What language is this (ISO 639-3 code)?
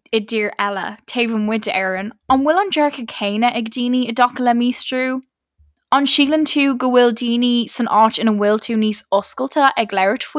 gle